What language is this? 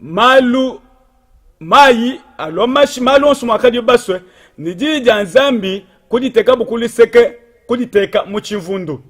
Luba-Lulua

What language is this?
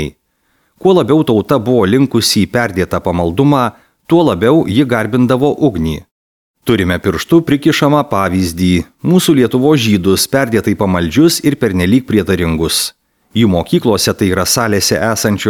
Lithuanian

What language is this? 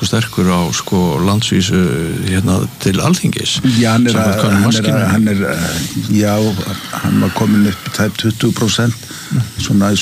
Icelandic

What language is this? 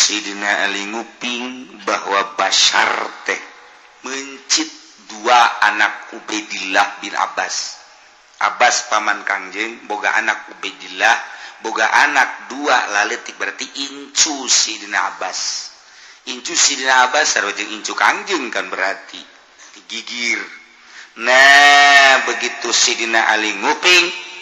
Sundanese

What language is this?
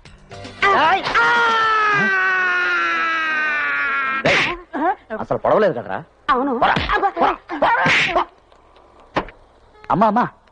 Telugu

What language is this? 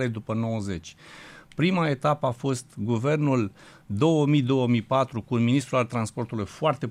Romanian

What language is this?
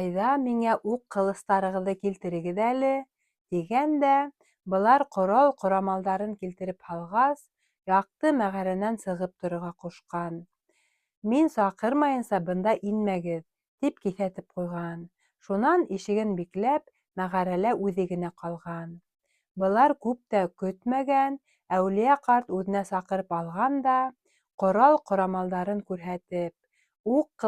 Bashkir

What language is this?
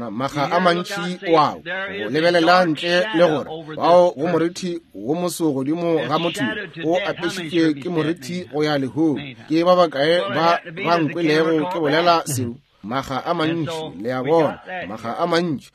Northern Sotho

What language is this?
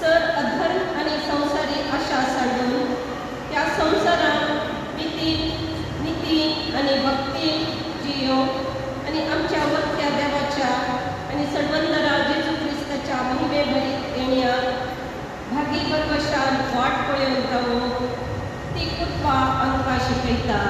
Konkani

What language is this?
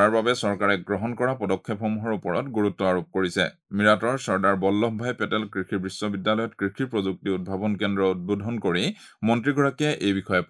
Assamese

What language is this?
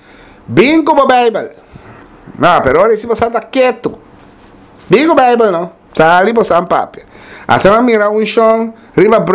Papiamento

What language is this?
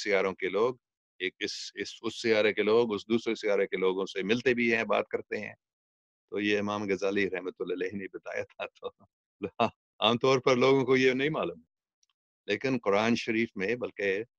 Urdu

